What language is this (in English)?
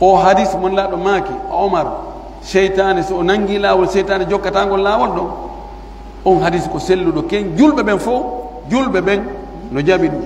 Pular